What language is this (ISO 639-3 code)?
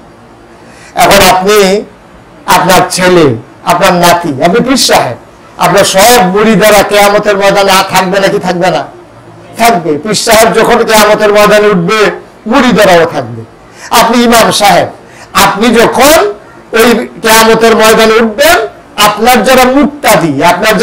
ben